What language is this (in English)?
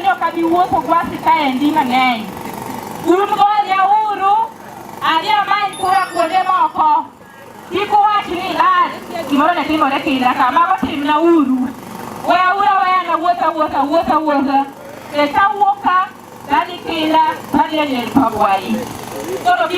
Luo (Kenya and Tanzania)